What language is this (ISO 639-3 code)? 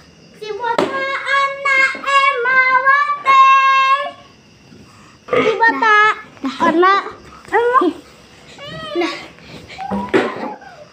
msa